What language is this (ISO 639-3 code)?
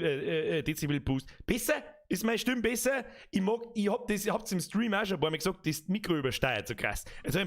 bar